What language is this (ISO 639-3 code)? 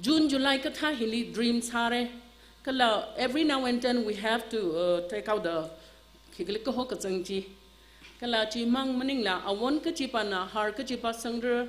nmf